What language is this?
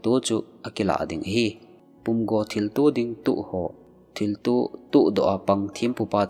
Thado Chin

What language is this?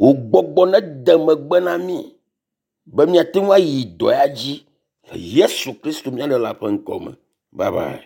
Ewe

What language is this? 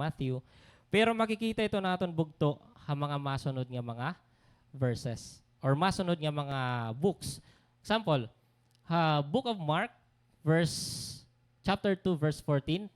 Waray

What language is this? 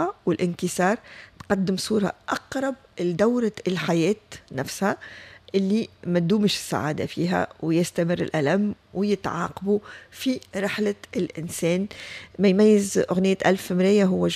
Tunisian Arabic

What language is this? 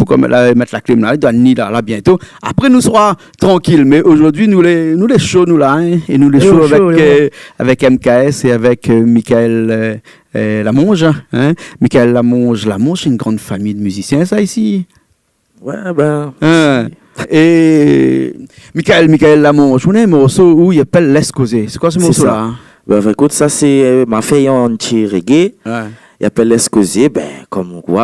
Réunion Creole French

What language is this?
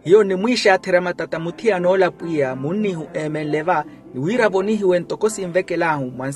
Makhuwa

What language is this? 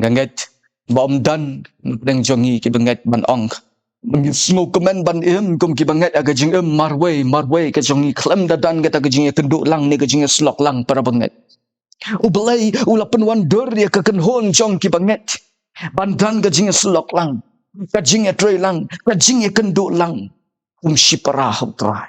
Khasi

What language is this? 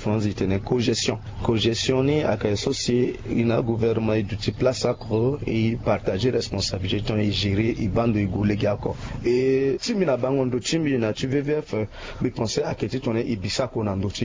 Sango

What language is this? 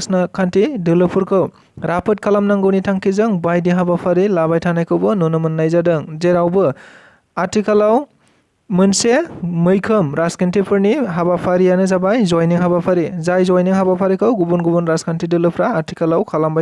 Bodo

